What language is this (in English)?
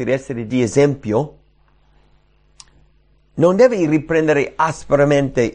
Italian